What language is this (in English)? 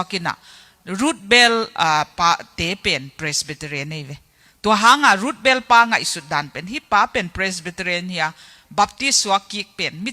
Tedim Chin